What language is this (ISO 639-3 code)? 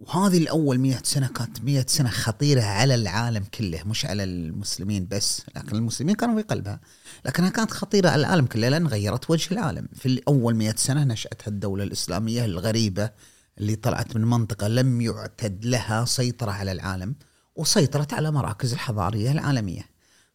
afb